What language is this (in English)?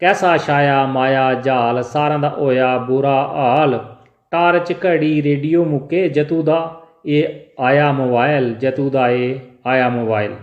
Dogri